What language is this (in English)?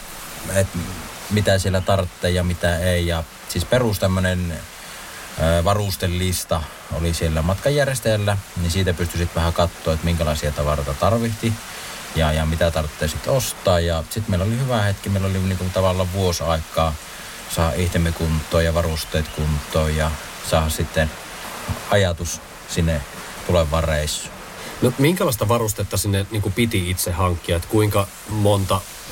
Finnish